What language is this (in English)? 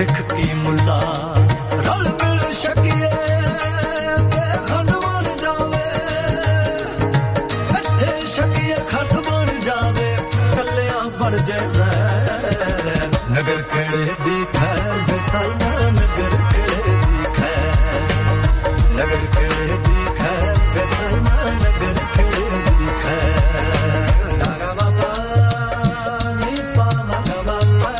Punjabi